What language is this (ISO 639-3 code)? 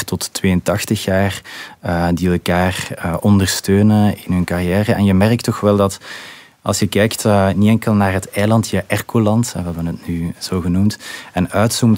nld